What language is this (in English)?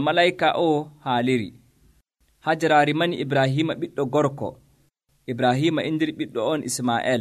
Nigerian Fulfulde